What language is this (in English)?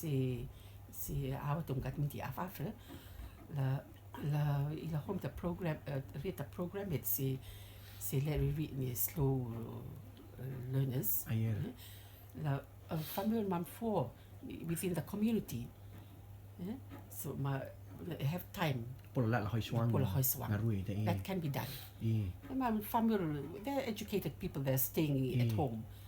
Rotuman